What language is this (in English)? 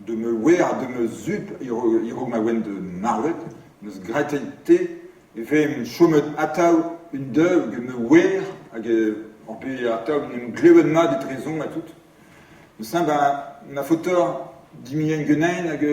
Breton